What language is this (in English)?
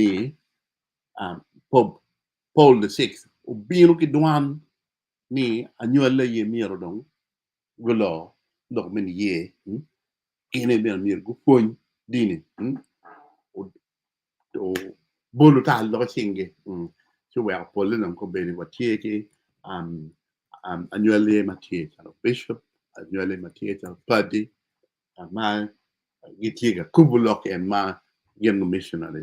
Acoli